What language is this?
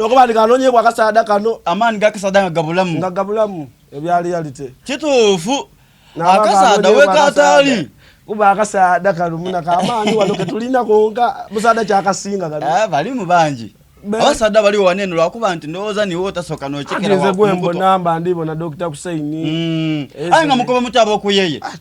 Soga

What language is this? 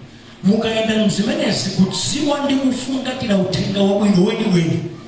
Nyanja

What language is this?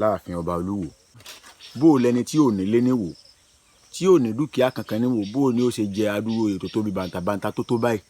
Yoruba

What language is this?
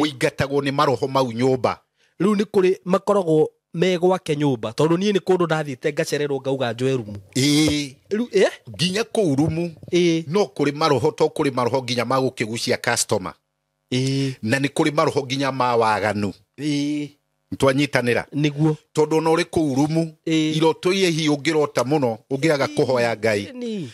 Kikuyu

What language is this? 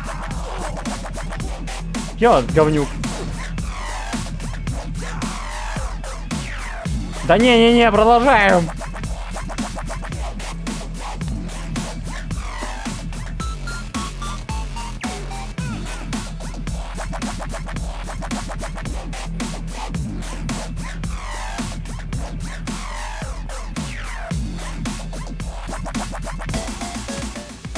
Russian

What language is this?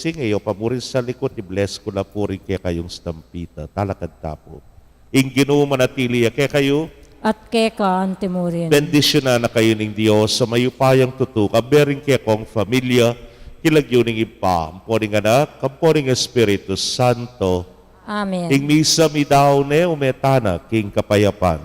Pampanga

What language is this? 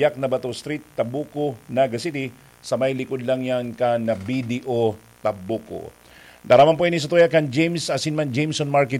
Bikol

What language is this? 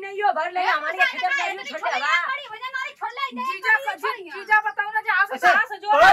Bhojpuri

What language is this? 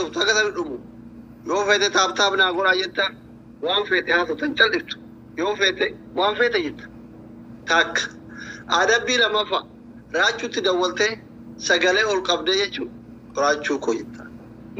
Oromo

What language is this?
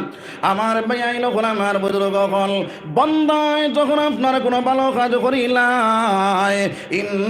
Sylheti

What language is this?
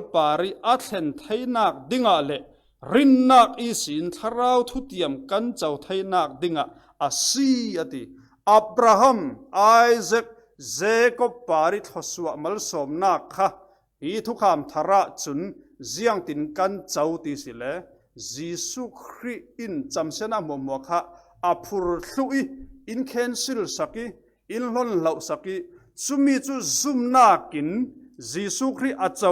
Falam Chin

